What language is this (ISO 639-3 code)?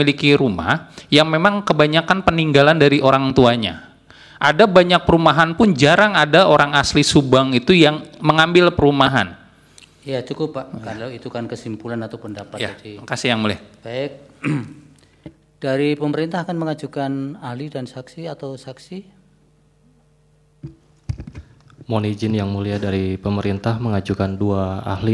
ind